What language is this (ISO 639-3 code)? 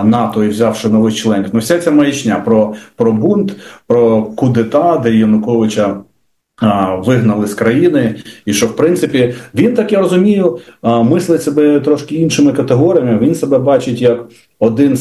ukr